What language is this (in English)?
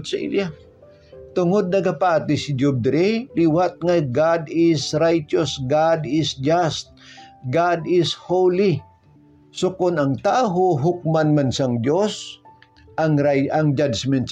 Hiligaynon